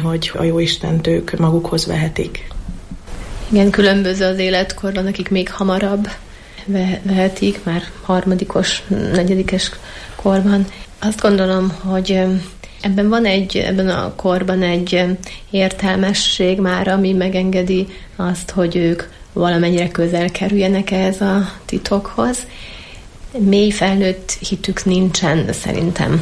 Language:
Hungarian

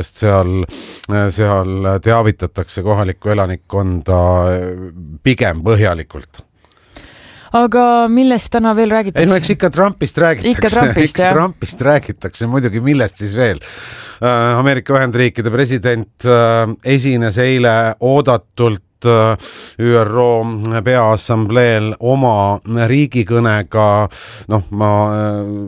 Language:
Estonian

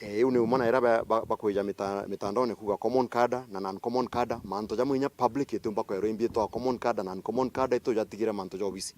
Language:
Meru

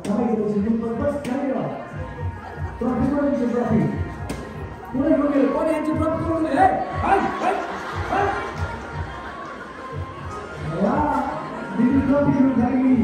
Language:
Marathi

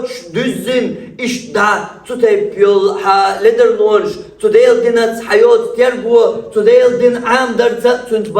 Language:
Chechen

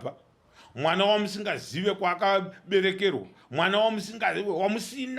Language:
Shona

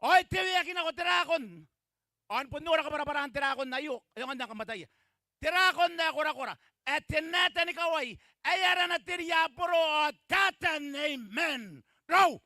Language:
Gilbertese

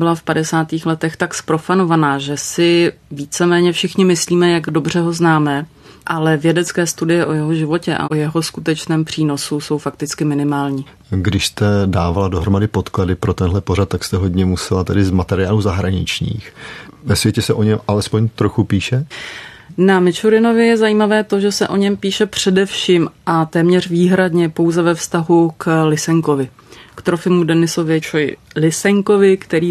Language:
Czech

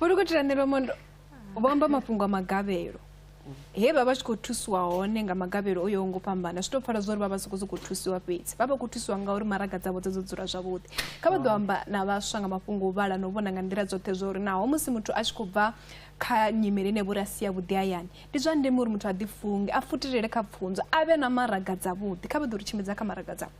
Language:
Venda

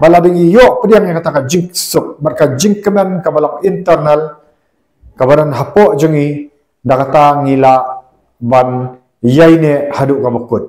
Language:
Khasi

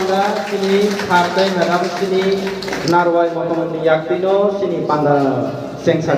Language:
Kok Borok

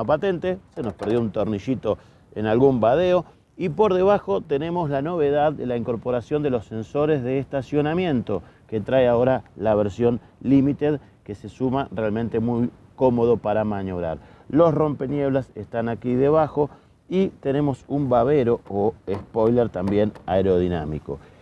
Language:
Spanish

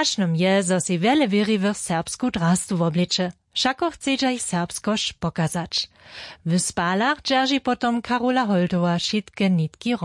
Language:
Upper Sorbian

